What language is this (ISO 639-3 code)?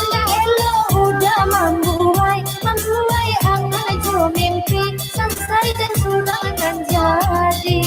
min